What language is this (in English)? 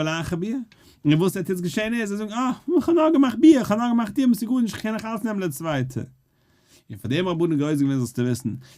Yiddish